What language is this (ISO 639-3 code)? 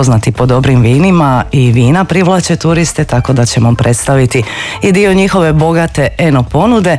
hrv